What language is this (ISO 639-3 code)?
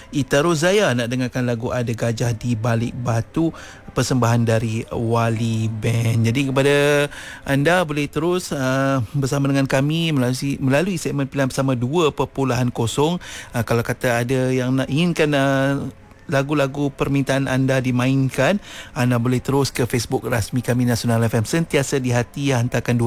msa